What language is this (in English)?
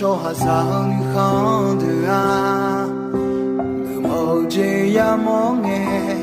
Akha